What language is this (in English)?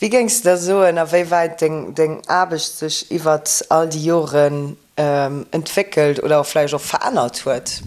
Luxembourgish